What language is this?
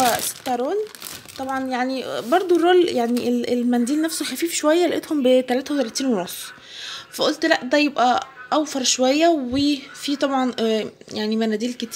Egyptian Arabic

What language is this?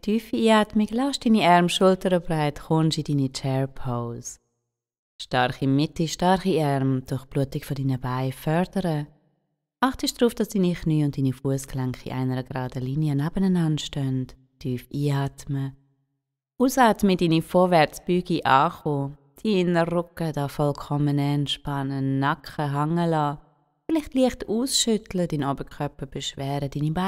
Swiss German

